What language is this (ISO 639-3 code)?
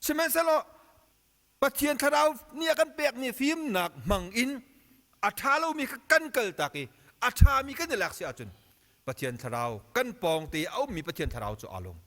cnh